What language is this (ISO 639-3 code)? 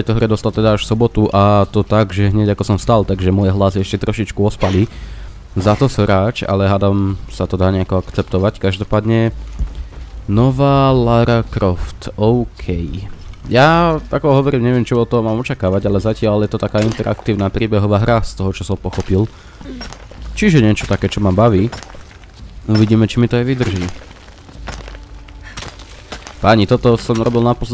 slk